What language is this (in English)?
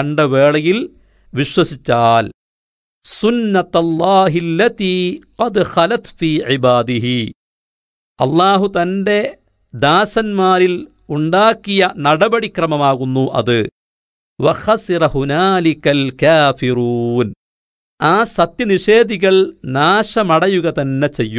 Malayalam